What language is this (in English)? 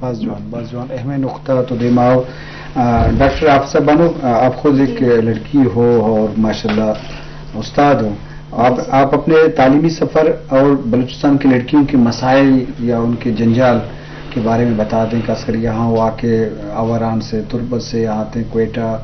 Eastern Balochi